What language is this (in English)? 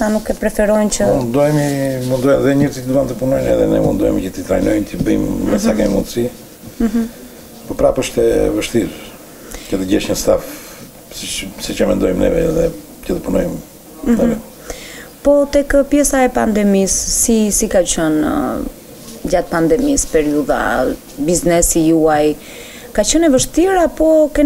Albanian